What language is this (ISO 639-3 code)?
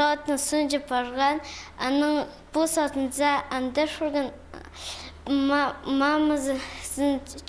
kjh